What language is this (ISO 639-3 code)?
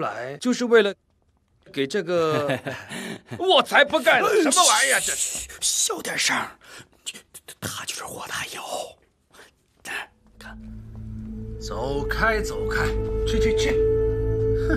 zho